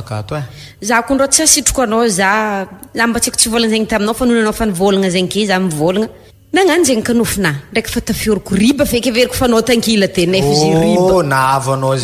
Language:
Malagasy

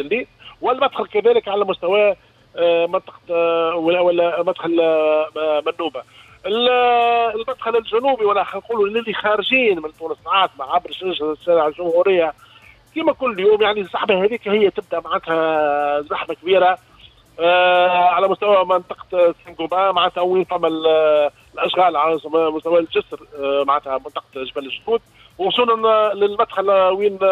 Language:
Tunisian Arabic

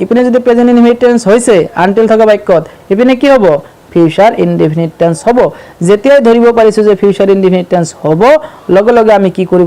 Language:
Assamese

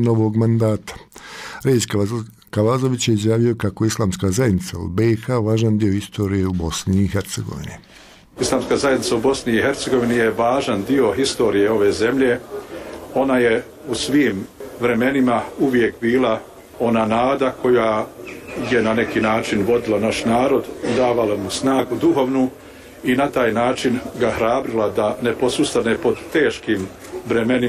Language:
Bosnian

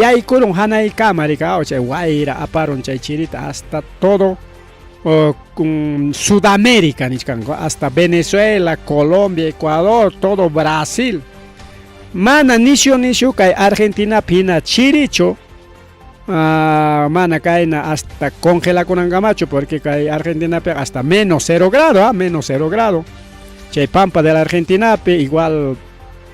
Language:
Ayacucho Quechua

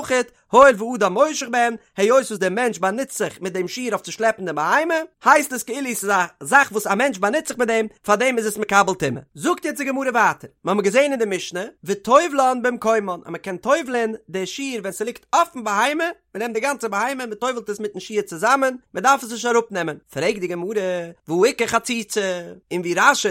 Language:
Yiddish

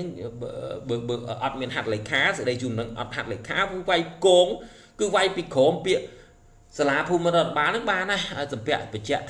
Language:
Khmer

